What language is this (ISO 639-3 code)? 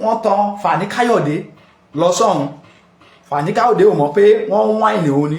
yor